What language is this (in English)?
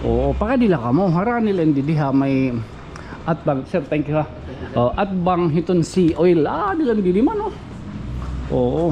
Waray